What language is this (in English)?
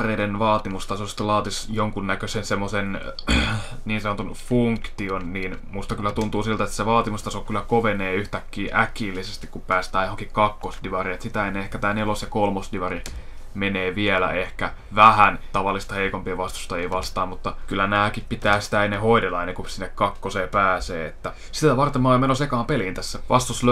Finnish